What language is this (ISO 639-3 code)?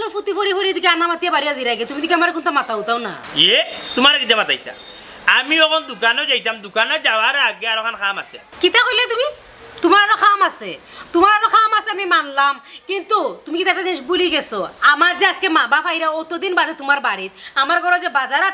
syl